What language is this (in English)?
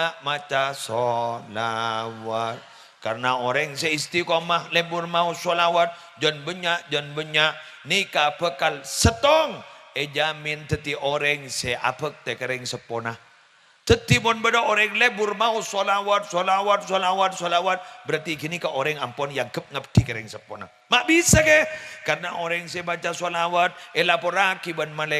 Madurese